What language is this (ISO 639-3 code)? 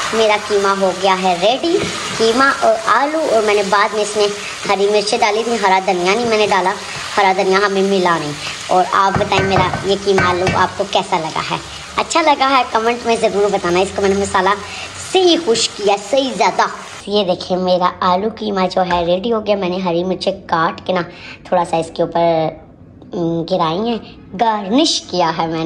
hin